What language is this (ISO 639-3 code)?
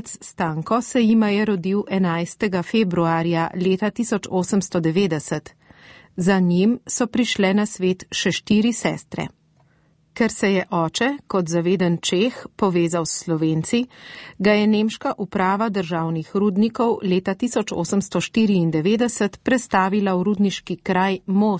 slv